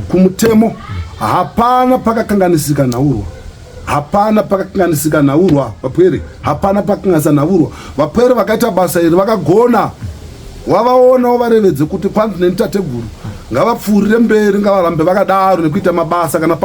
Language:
Shona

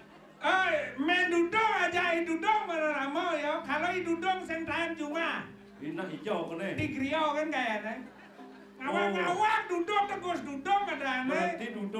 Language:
Balinese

